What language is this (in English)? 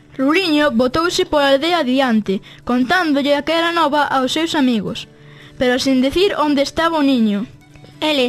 Galician